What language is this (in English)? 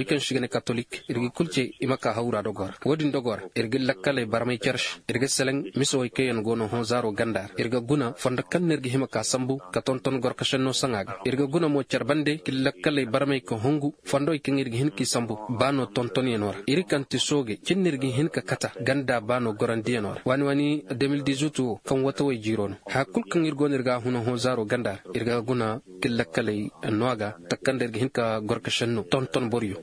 Zarma